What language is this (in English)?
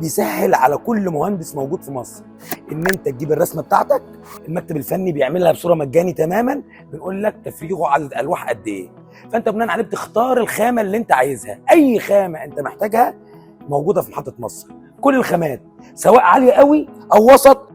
Egyptian Arabic